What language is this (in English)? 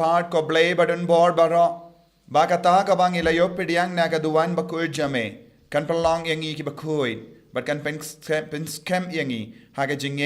Khasi